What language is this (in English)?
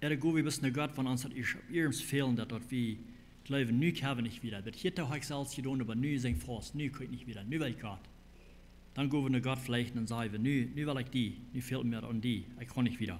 Plautdietsch